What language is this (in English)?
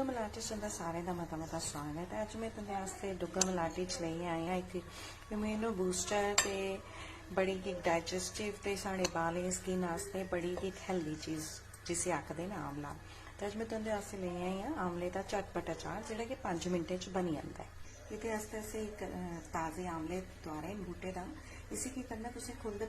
Dogri